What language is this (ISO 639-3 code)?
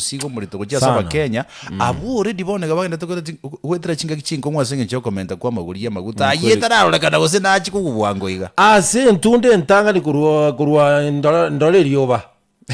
guz